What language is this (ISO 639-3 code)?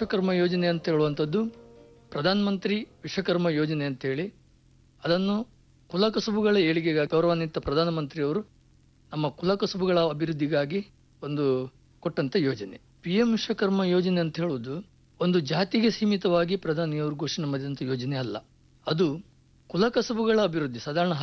kan